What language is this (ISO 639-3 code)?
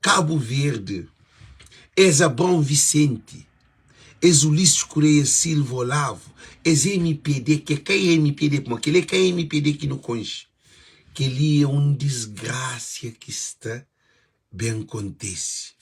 kea